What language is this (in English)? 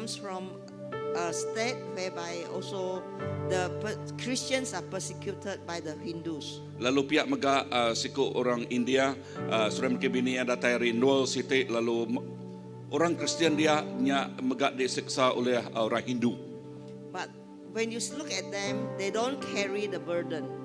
Iban